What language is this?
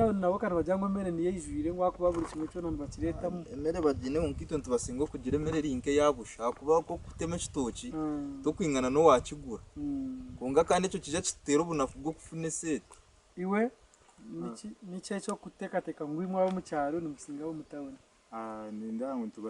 Nyankole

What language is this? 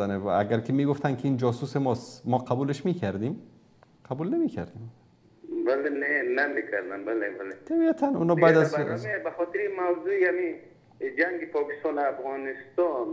Persian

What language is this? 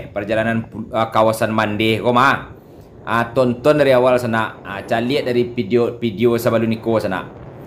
Minangkabau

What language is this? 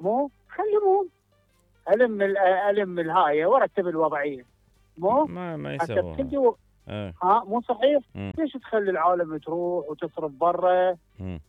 Mesopotamian Arabic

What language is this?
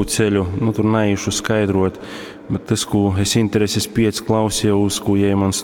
Latgalian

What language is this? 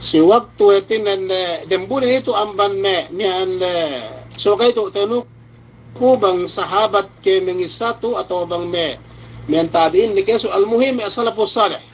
Yakan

